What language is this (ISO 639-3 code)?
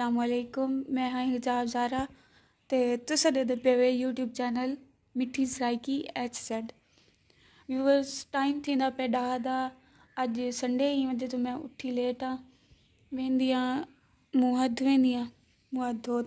skr